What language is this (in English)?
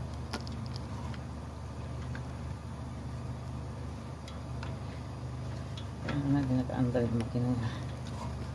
Filipino